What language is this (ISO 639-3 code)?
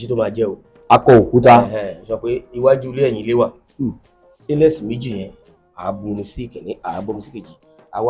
yor